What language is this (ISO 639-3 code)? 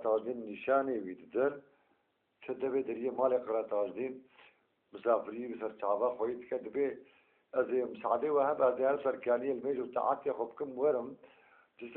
kur